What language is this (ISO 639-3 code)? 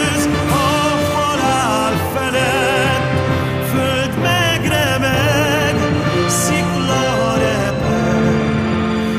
hun